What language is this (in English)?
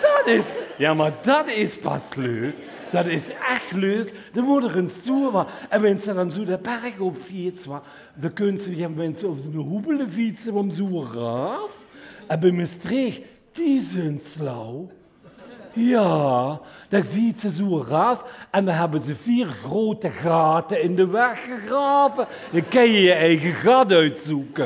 Limburgish